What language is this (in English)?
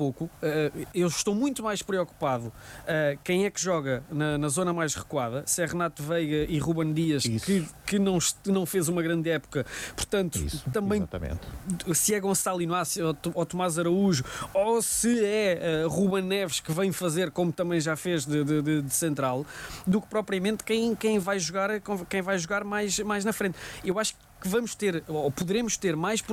Portuguese